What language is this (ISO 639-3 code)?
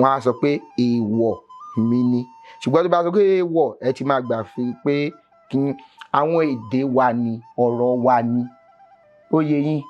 yor